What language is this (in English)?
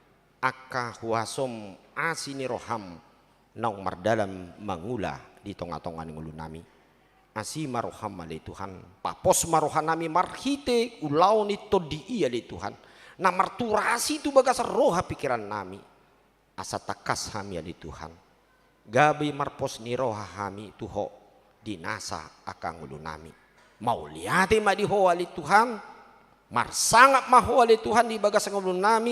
Batak Toba